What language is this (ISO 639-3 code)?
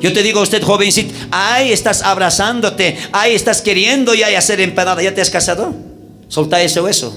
quh